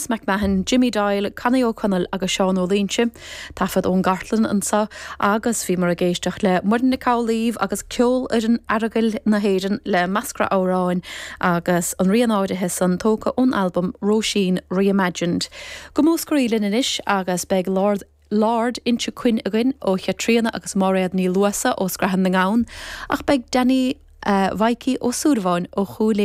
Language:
Irish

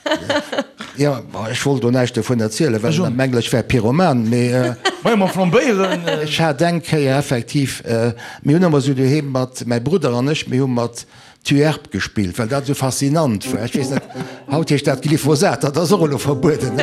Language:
Luxembourgish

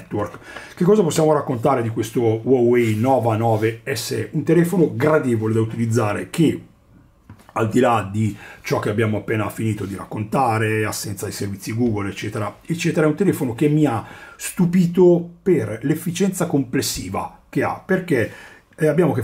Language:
Italian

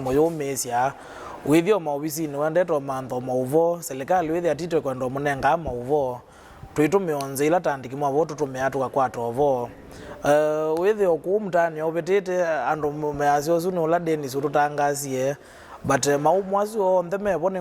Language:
Kamba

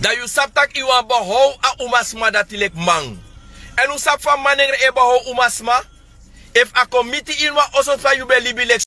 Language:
Sranan Tongo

